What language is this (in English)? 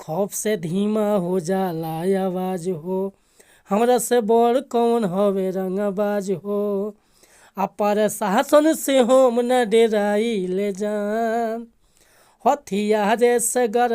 Bhojpuri